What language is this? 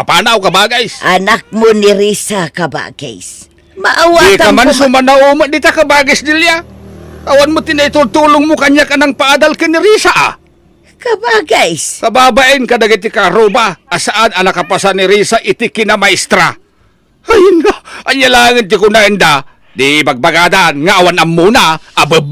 Iloko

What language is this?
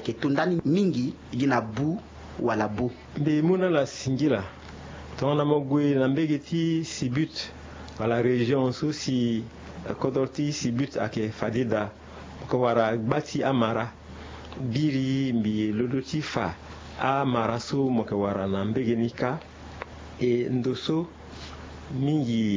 Sango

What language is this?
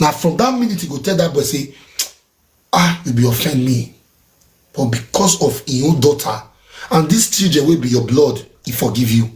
Nigerian Pidgin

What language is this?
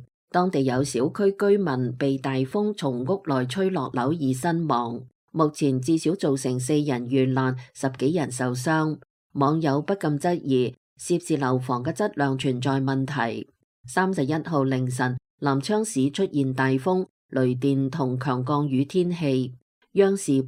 Cantonese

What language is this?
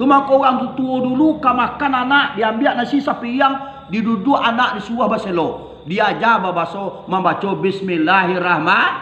Minangkabau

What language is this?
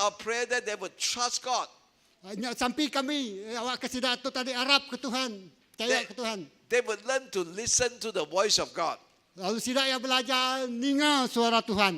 Iban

